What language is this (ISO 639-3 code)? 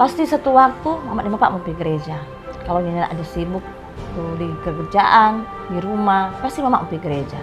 xmm